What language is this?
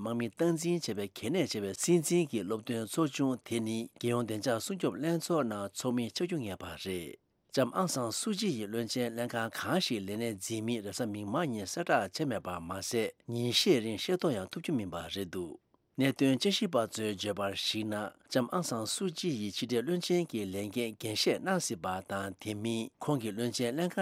Tibetan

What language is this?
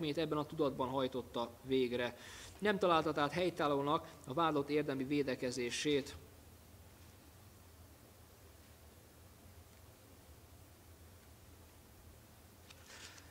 Hungarian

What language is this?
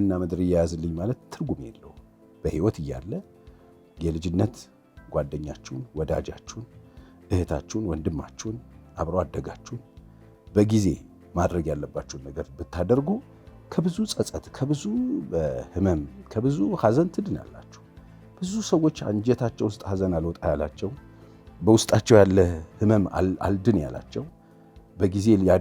Amharic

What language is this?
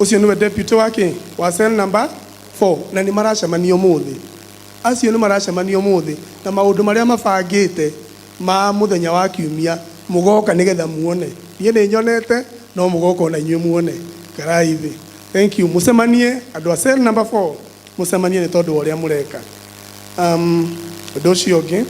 Kikuyu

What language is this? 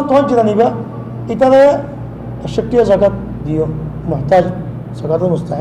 Rohingya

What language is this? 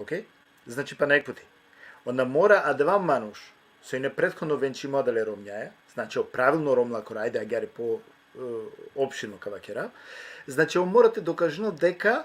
Balkan Romani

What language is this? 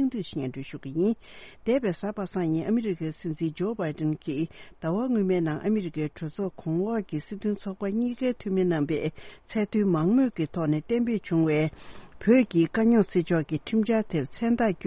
Tibetan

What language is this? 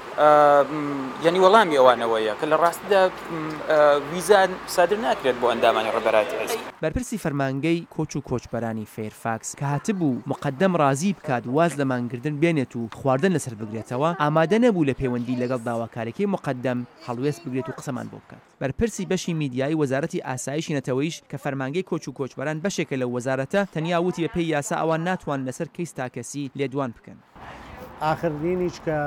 Central Kurdish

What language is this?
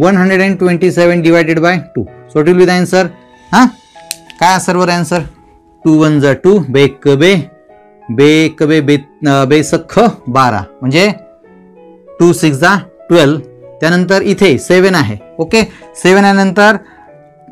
Marathi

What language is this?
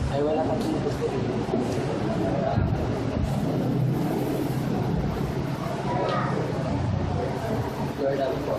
Filipino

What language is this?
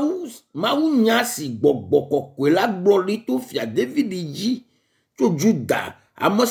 Ewe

